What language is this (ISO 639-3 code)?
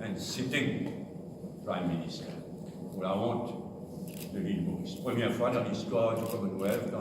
mfe